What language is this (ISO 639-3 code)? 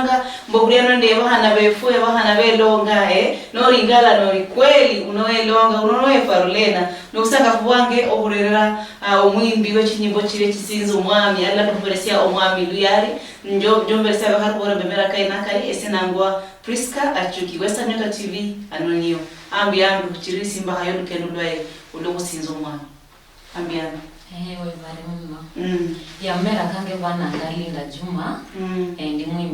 luy